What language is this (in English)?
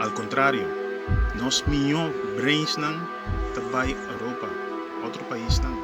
Papiamento